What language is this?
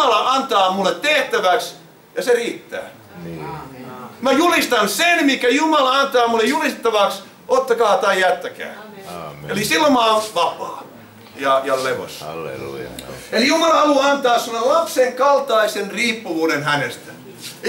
Finnish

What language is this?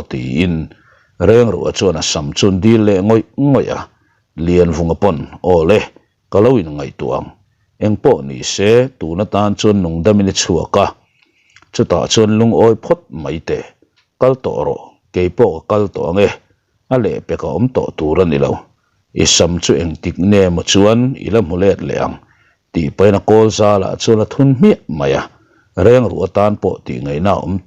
Mizo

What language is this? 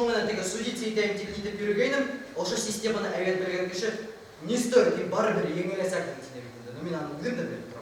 Bashkir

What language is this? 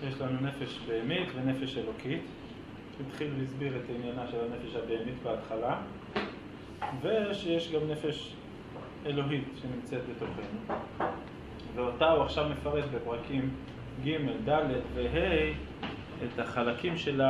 Hebrew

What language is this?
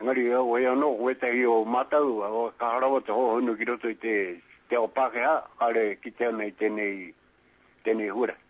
Māori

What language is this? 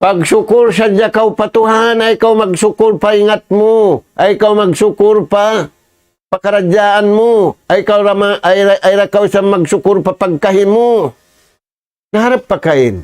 Tausug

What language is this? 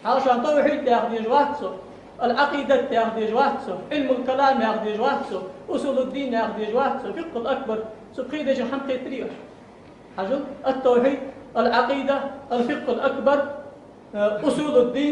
Ingush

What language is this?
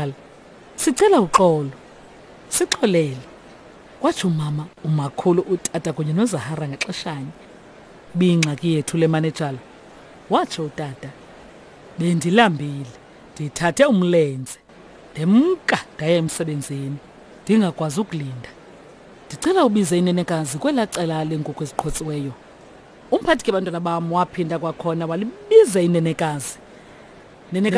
Xhosa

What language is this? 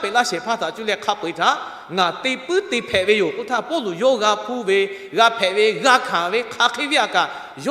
Lahu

